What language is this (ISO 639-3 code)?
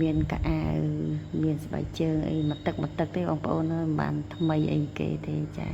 khm